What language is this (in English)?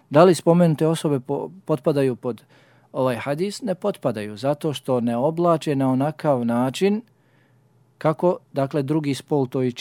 Bosnian